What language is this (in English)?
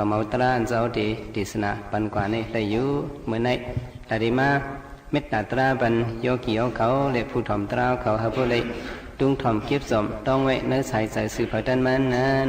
Shan